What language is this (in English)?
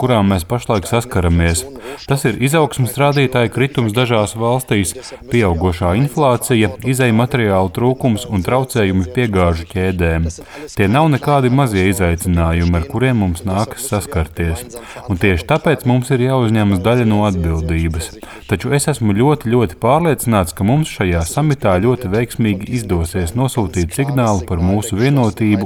Latvian